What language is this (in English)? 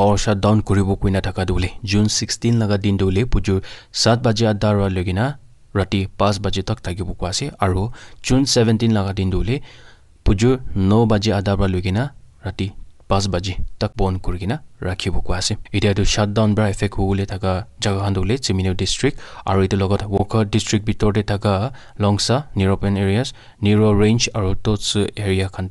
Naga Pidgin